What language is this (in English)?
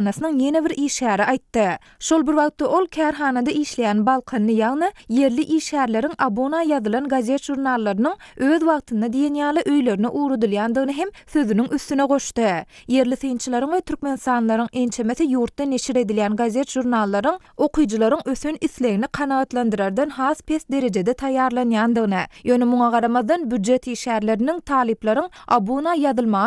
Turkmen